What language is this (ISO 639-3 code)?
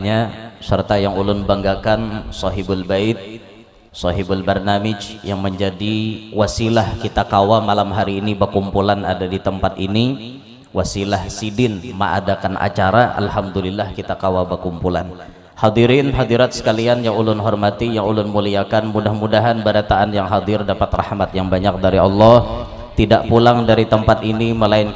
bjn